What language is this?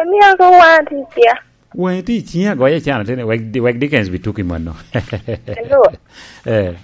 Lango (Uganda)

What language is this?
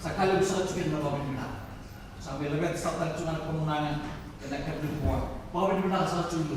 Fijian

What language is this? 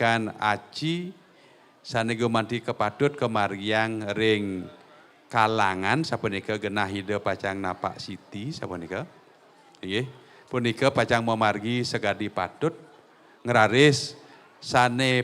Balinese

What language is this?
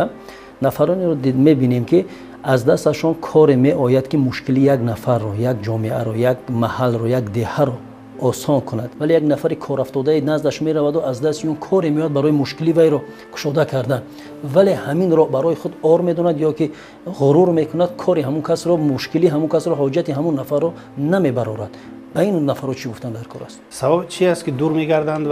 Tajik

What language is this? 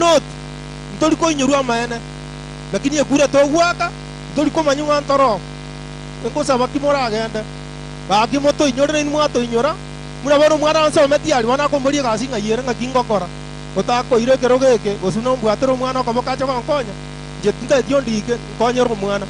Gusii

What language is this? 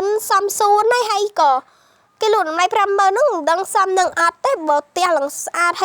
Khmer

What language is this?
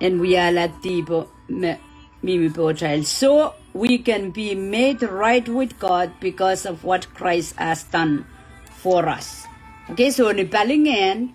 Pohnpeian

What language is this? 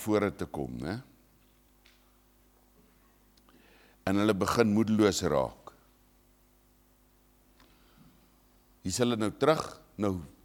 Afrikaans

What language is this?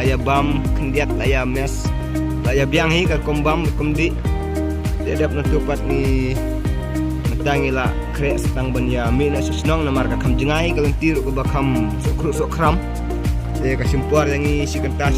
Khasi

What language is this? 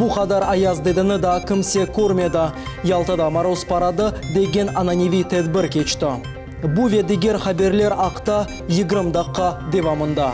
Crimean Tatar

